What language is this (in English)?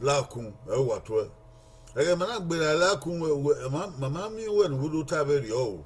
Bini